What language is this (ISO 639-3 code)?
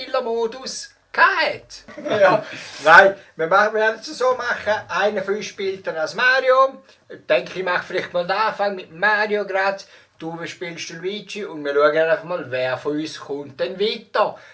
gsw